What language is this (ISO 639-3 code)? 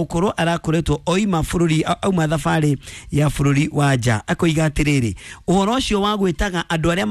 kik